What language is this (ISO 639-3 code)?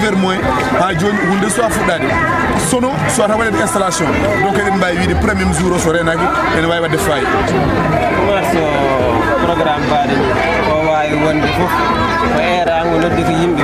ful